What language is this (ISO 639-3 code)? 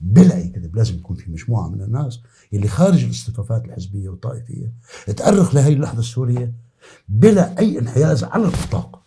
apc